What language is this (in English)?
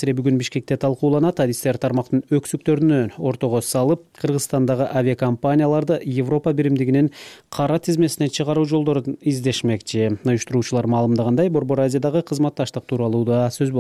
Kyrgyz